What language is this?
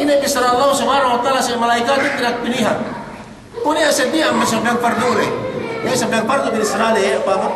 Yakan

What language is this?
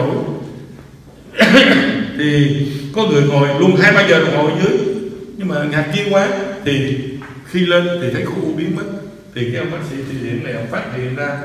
Vietnamese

